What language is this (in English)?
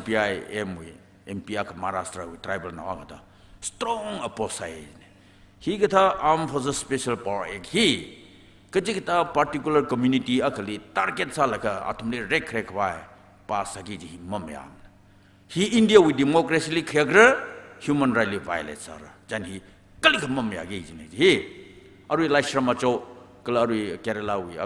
Tangkhul Naga (India)